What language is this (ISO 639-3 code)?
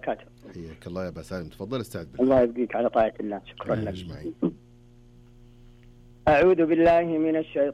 ara